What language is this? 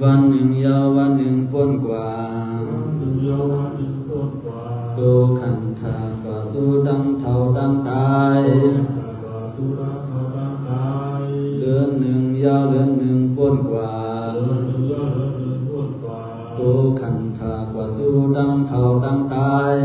Shan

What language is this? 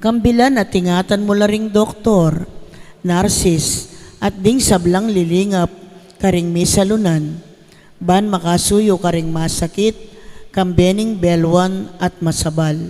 Pampanga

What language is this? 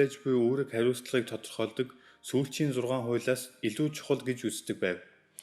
Mongolian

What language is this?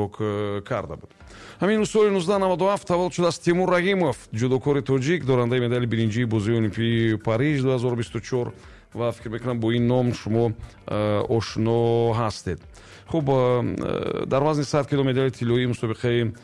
Tajik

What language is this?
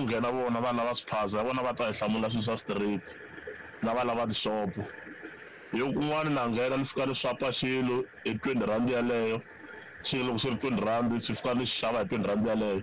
Tsonga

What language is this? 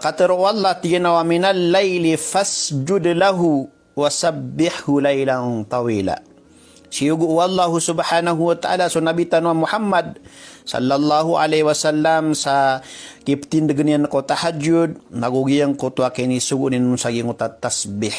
Maranao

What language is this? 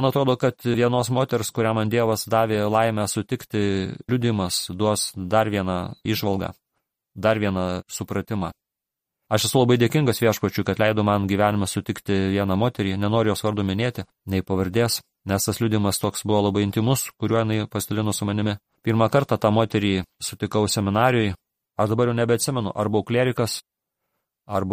Lithuanian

